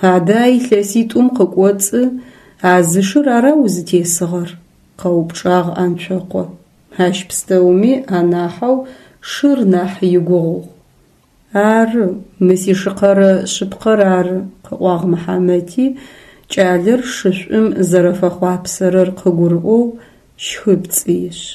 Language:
Adyghe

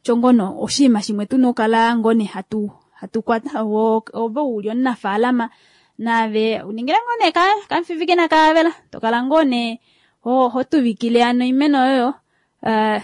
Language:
Kuanyama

